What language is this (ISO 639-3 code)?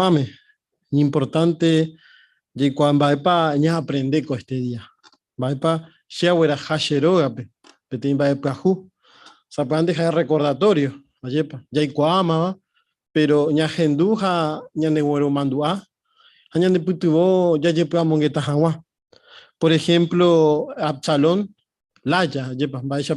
grn